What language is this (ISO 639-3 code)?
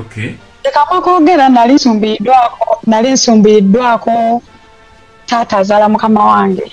lug